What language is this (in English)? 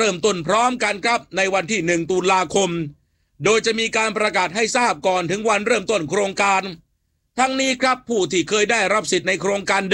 Thai